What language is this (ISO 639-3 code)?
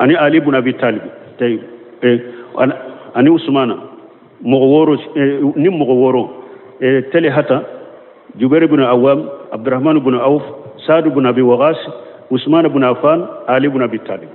bam